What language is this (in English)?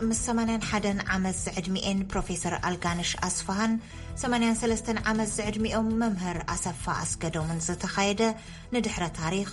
Tigrinya